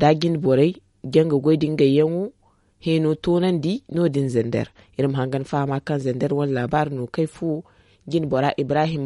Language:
Zarma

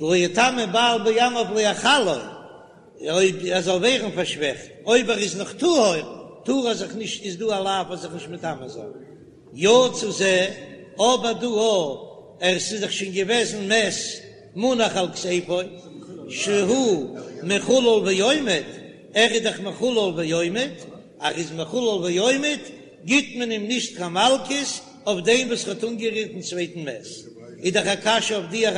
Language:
Yiddish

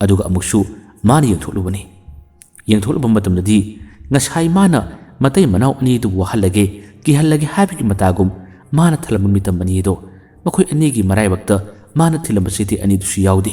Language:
Manipuri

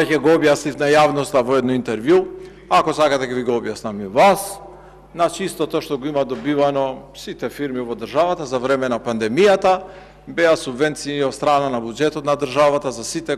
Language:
Macedonian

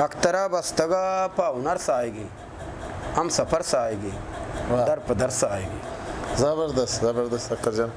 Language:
Eastern Balochi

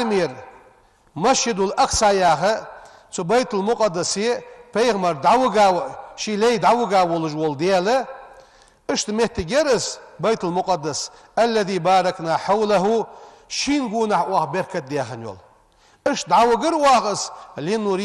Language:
Ingush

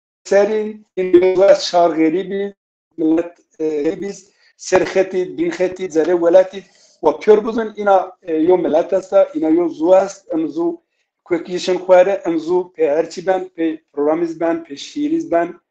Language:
Zaza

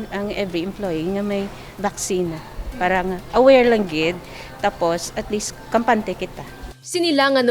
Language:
Hiligaynon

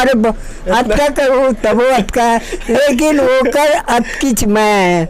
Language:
Chhattisgarhi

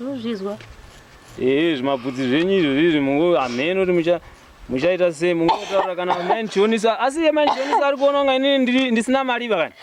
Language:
Shona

